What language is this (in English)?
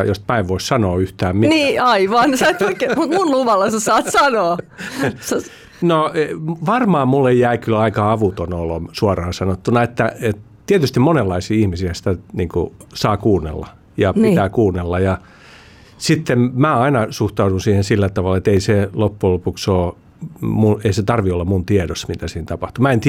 Finnish